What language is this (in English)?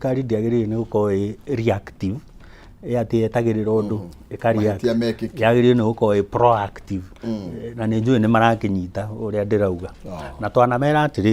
Kikuyu